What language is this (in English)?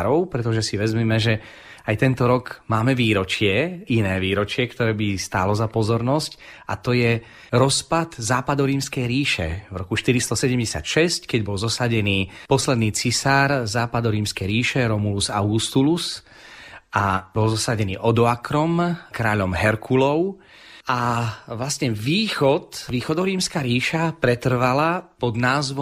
Slovak